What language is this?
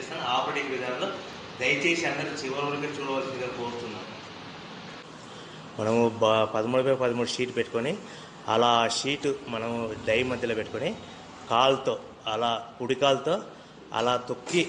Telugu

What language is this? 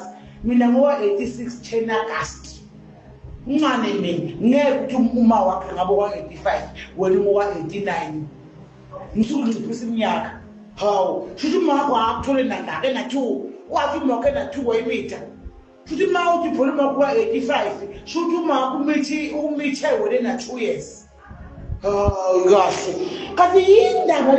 Zulu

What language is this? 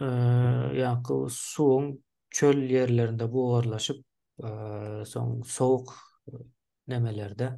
Turkmen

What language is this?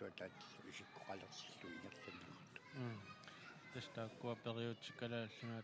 Kalaallisut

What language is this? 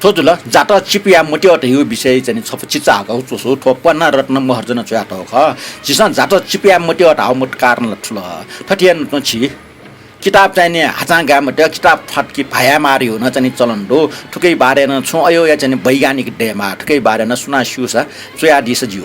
Newari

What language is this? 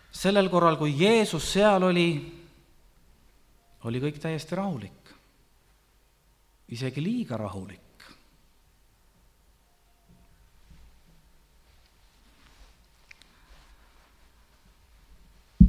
Estonian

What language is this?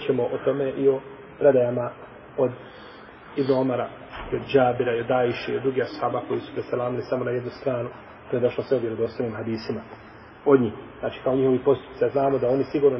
Bosnian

